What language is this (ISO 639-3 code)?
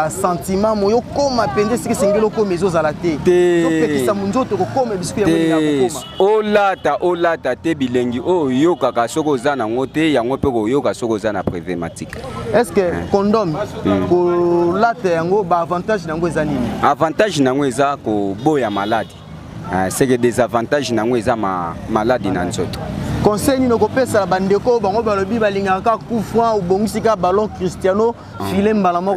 lin